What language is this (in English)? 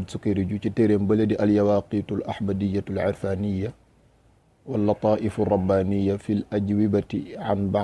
Wolof